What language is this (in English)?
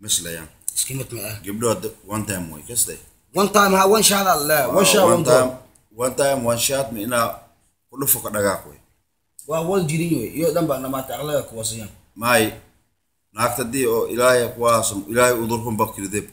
Somali